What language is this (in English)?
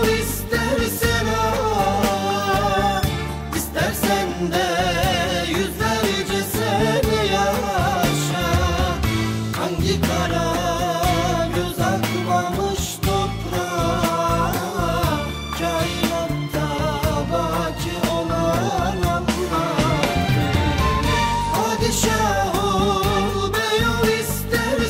Turkish